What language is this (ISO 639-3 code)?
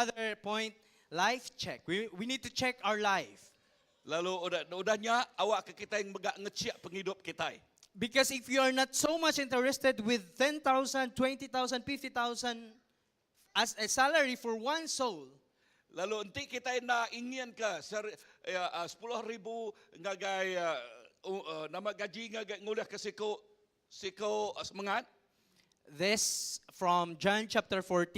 iba